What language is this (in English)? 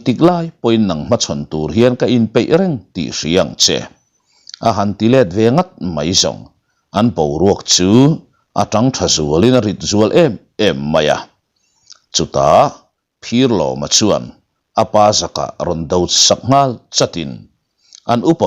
Mizo